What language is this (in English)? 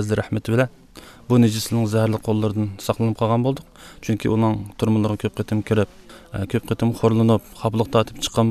Uyghur